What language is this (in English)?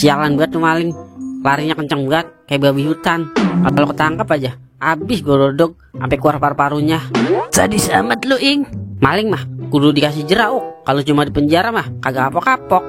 Betawi